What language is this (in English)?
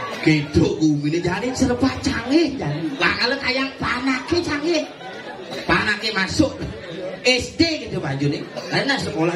Balinese